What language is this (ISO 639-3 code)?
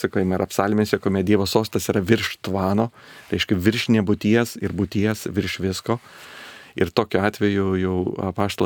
lit